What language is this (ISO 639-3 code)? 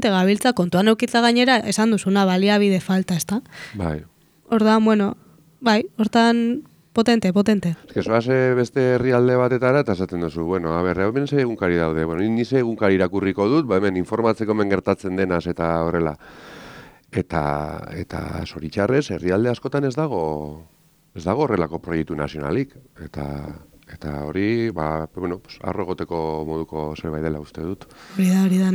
eus